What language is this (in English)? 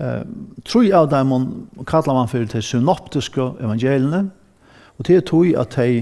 Faroese